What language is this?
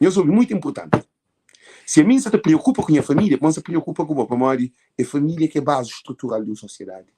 Kabuverdianu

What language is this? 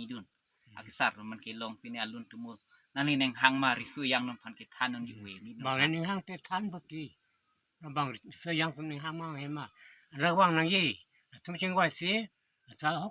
Karbi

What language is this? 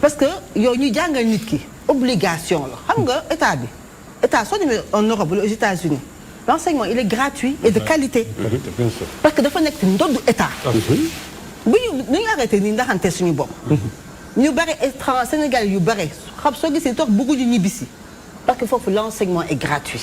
Wolof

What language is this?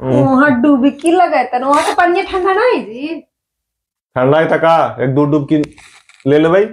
Magahi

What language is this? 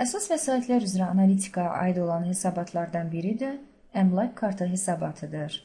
Azerbaijani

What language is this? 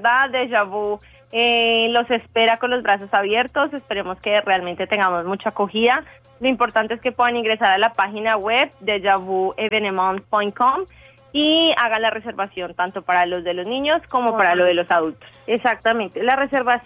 Spanish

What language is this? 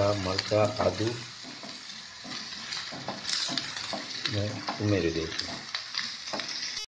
Gujarati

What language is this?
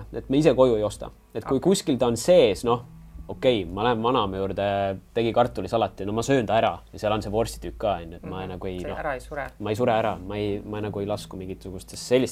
Estonian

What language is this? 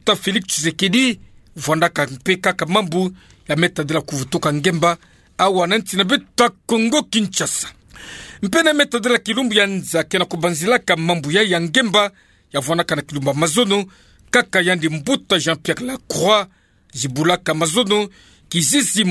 Kituba (Democratic Republic of Congo)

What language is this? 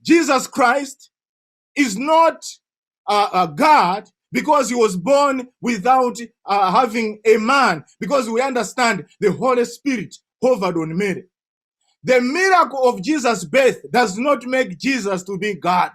English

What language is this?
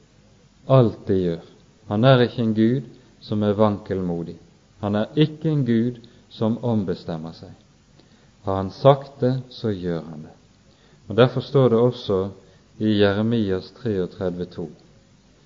Norwegian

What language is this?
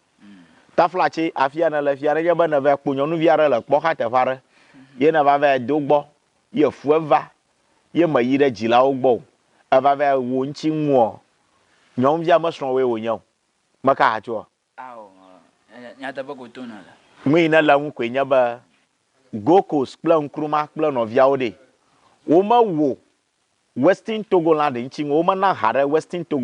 Ewe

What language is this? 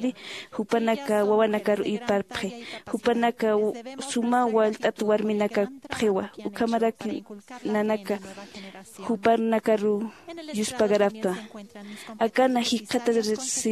Aymara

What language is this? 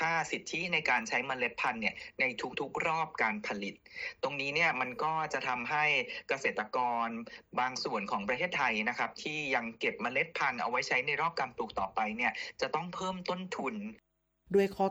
Thai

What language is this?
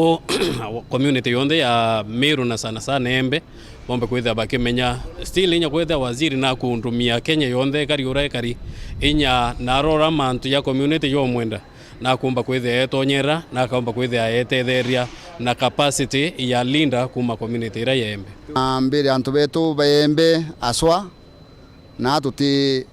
Meru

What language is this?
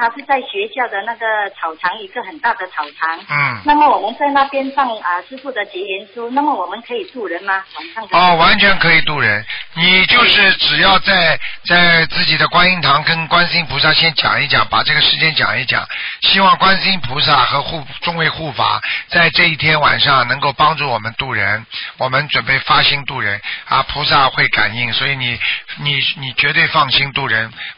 Chinese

